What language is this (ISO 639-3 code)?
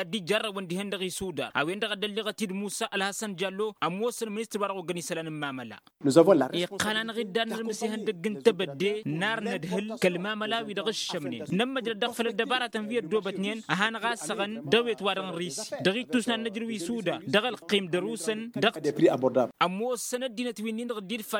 taq